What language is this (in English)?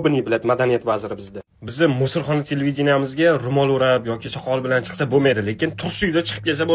Uzbek